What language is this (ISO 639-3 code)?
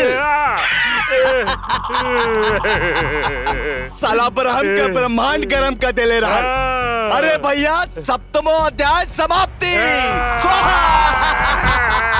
bho